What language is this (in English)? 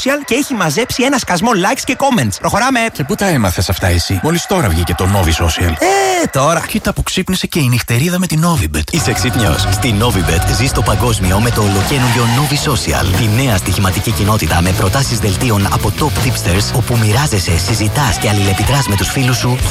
Greek